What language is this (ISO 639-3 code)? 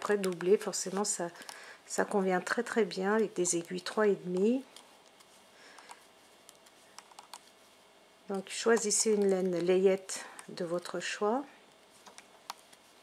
fra